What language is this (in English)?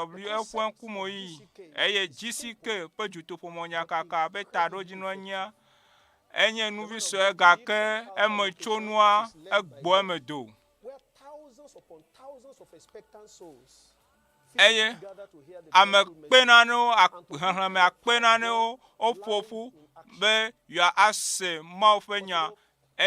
Ewe